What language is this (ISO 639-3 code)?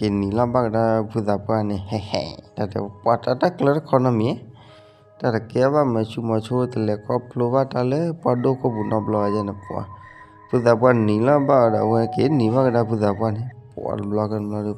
ksw